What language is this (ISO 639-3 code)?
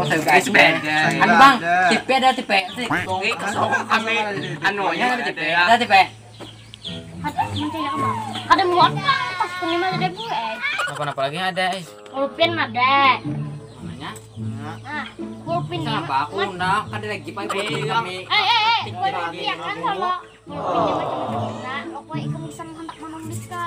bjn